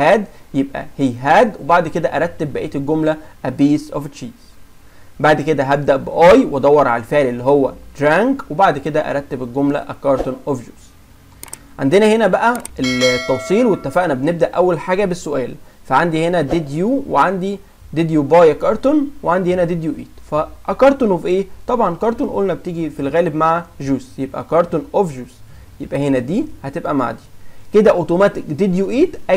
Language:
Egyptian Arabic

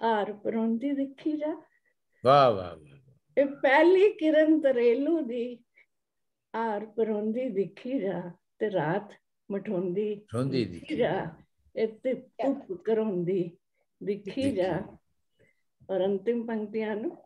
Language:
Dogri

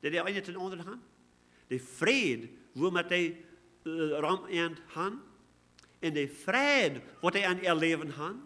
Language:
Plautdietsch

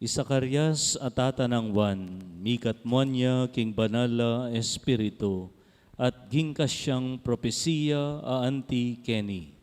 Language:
Pampanga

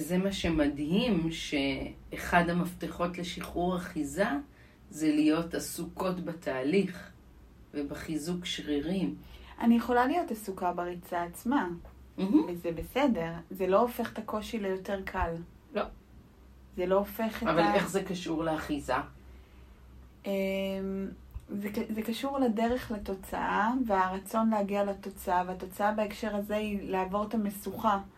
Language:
Hebrew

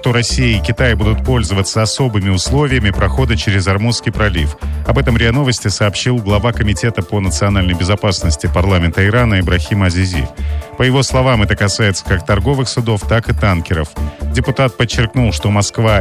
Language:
Russian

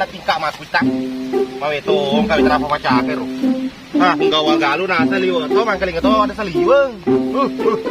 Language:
Buginese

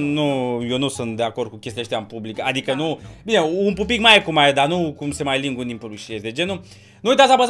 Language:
Romanian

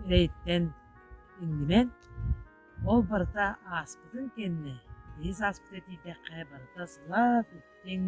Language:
Yakut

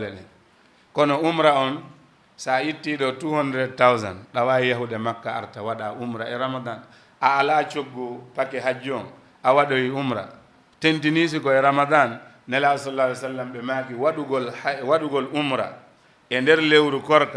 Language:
Fula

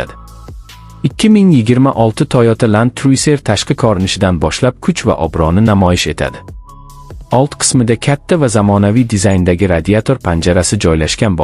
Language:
Uzbek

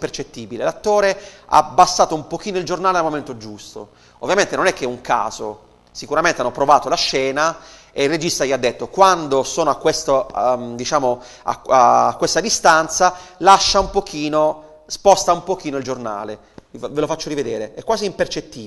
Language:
Italian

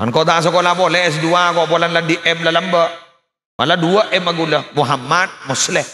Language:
Madurese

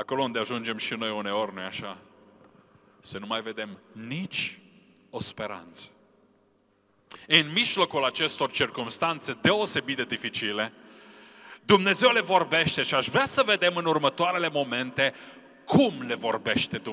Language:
Romanian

